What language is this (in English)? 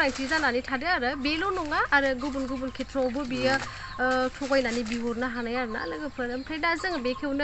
Bodo